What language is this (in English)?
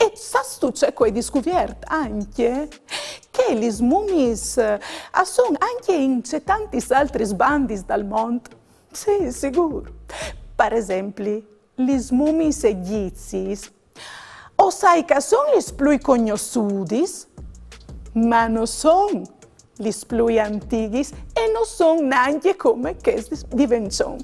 Friulian